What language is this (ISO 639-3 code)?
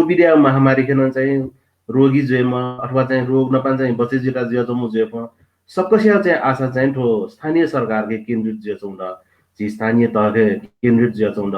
new